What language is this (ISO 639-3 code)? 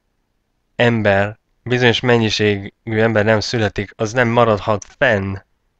hun